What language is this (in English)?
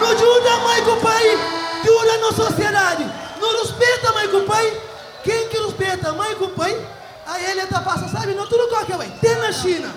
Kabuverdianu